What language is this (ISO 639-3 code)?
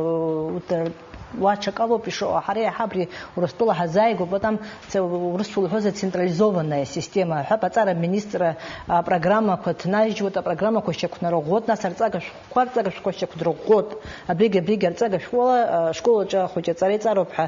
abk